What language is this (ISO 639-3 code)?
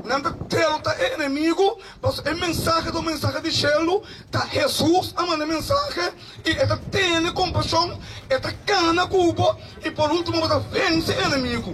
pap